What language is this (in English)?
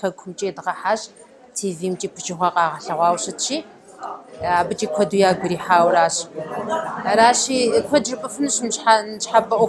Kabardian